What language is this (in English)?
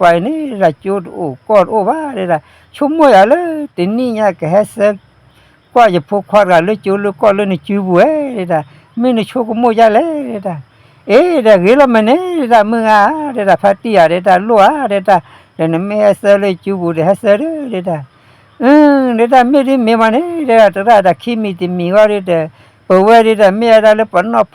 S'gaw Karen